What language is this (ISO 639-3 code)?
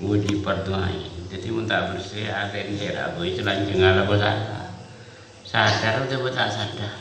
mad